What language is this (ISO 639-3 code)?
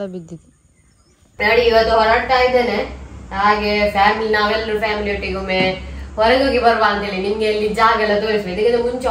kan